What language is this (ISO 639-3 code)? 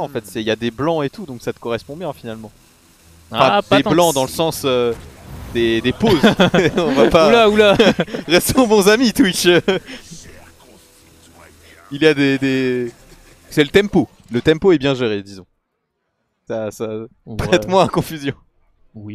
fra